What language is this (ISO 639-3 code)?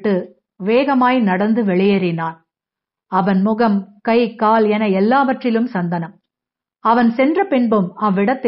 tam